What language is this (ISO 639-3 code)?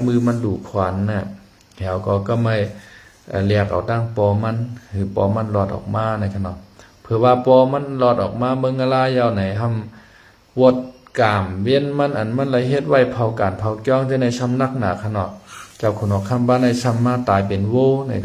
shn